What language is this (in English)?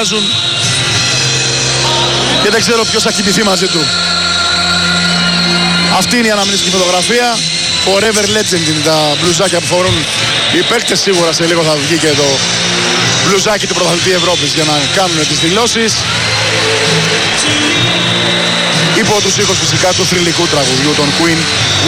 Greek